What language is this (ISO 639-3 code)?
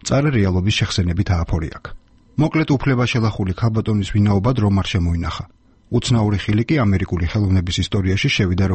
kat